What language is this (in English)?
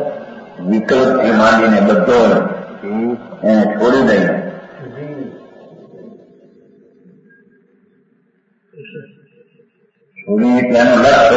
Gujarati